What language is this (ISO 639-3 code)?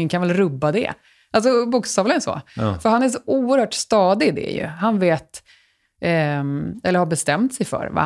swe